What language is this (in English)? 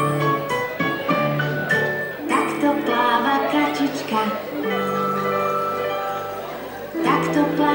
Slovak